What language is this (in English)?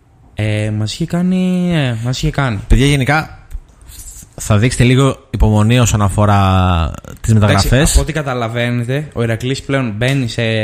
Greek